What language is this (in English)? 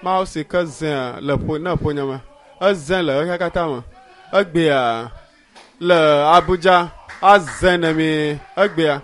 Ewe